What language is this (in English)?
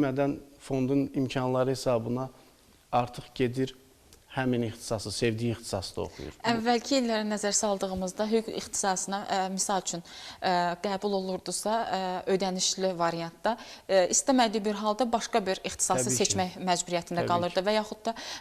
Azerbaijani